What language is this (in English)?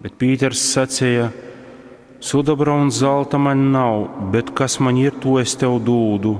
Latgalian